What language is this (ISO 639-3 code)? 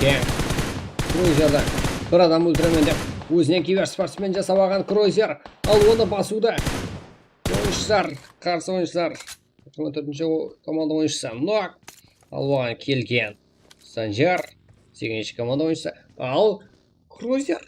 kaa